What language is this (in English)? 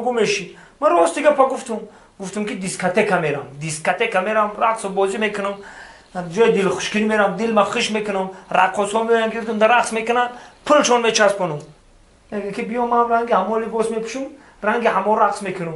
Tajik